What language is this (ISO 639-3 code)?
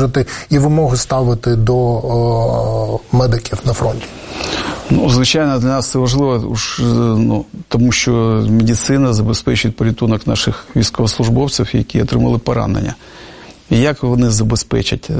ukr